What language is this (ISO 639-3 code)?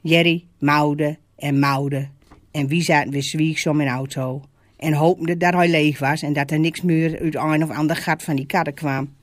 gos